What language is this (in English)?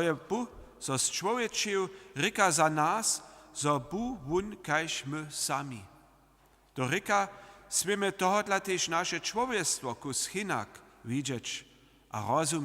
Upper Sorbian